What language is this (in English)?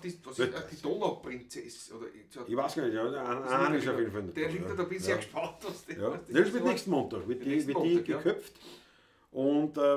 Bavarian